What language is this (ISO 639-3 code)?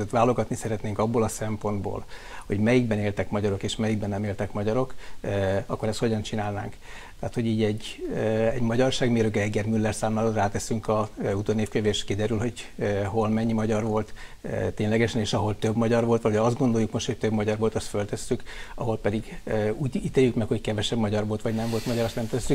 hun